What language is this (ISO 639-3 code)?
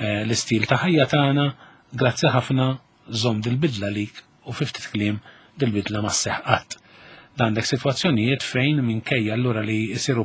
mlt